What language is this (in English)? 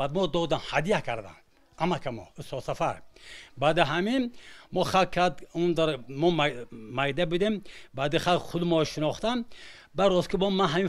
Tajik